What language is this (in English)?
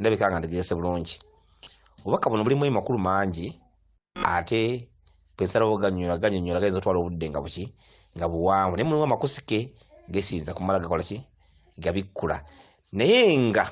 Ganda